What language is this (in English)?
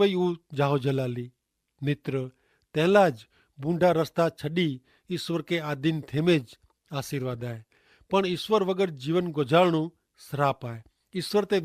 Kachhi